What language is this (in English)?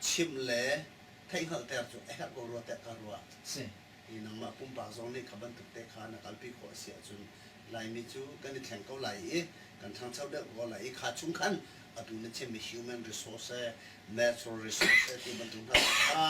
Hakha Chin